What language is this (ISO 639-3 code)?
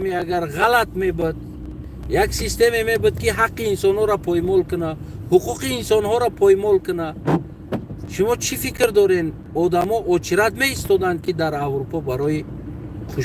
tgk